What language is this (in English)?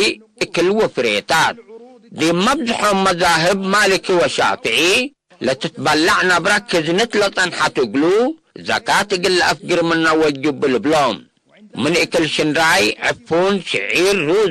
Tigre